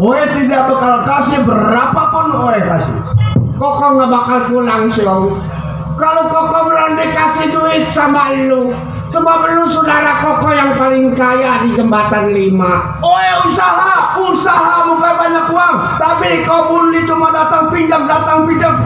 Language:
Betawi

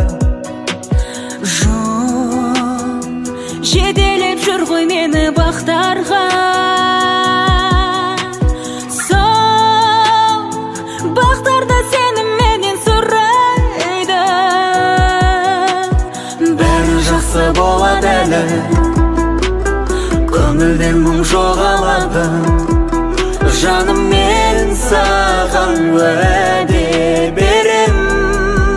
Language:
Kazakh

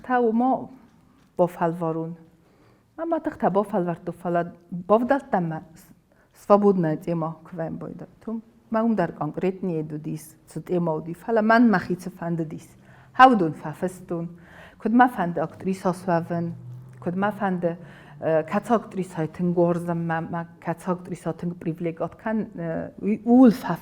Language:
Ossetic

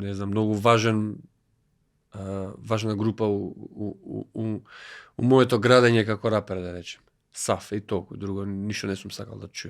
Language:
Macedonian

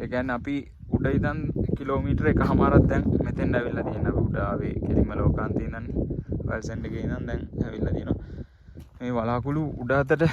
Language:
Sinhala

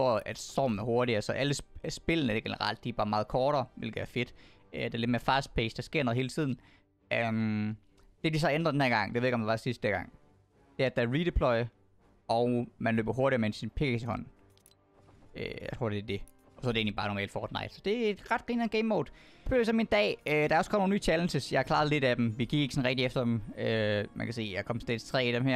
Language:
Danish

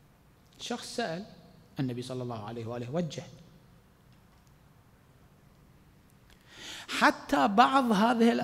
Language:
Arabic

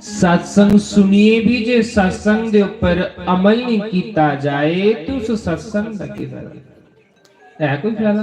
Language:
Dogri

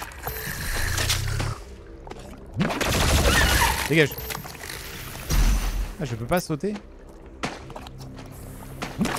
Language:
French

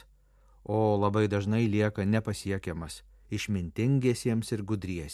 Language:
Lithuanian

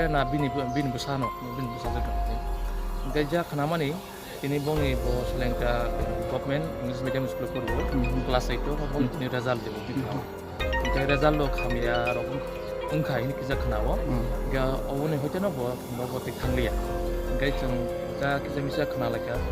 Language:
Kok Borok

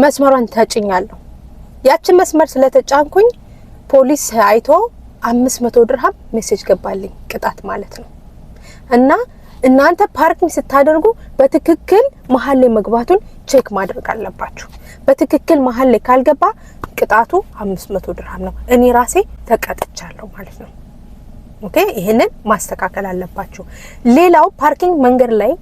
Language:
Amharic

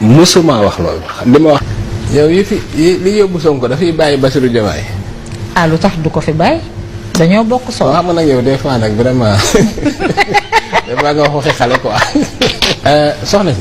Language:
Wolof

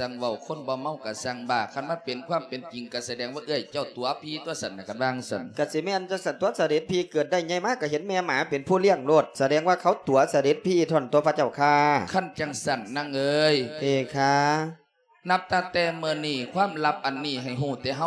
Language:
Lao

